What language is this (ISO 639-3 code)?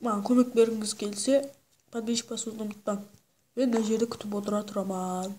kaa